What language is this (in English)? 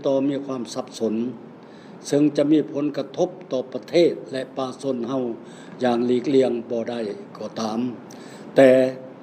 Lao